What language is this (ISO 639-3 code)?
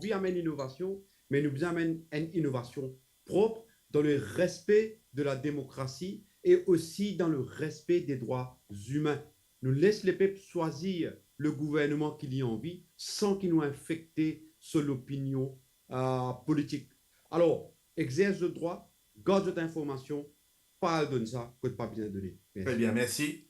mfe